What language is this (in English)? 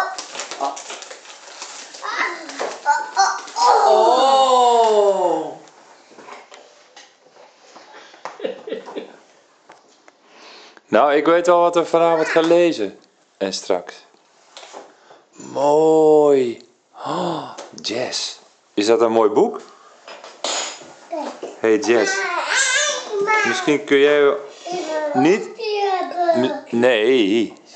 Dutch